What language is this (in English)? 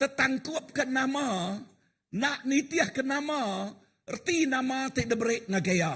Iban